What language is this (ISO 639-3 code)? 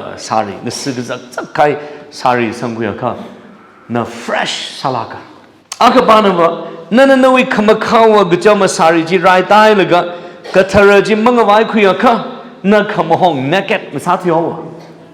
nmf